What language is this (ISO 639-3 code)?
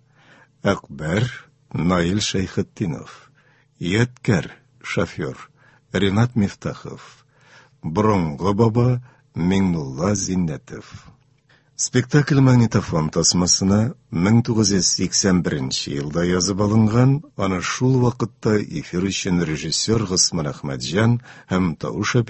tat